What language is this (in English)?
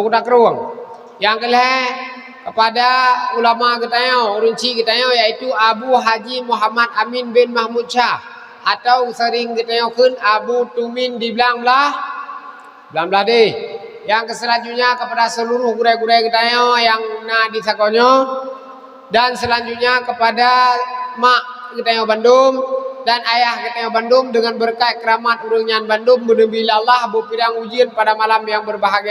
Achinese